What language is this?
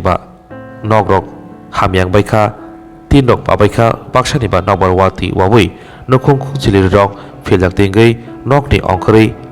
Kok Borok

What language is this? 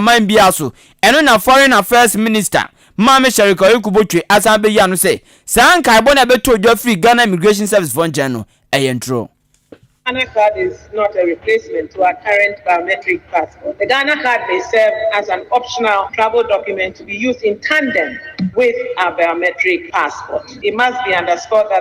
Akan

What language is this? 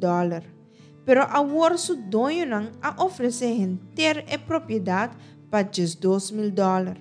Papiamento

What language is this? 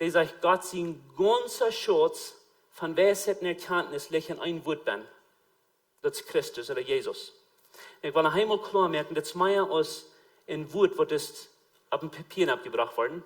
Plautdietsch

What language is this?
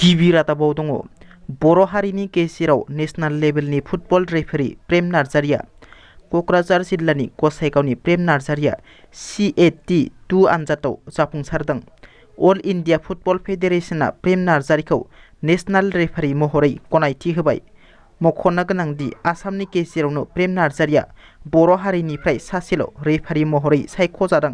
Bodo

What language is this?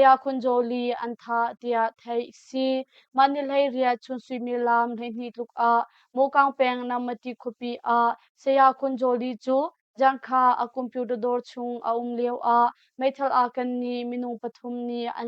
Hakha Chin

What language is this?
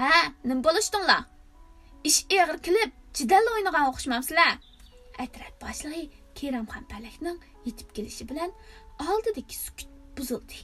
Uyghur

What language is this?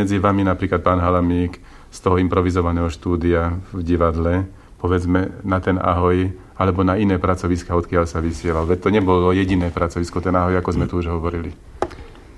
Slovak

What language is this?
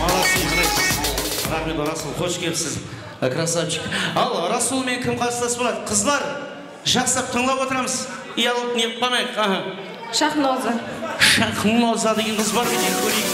Kara-Kalpak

